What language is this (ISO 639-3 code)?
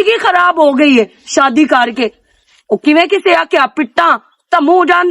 lah